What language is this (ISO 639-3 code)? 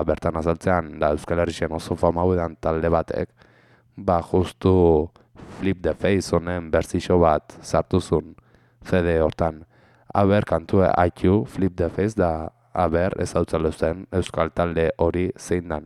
eus